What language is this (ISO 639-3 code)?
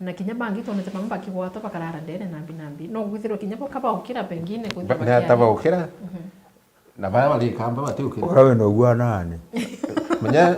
mer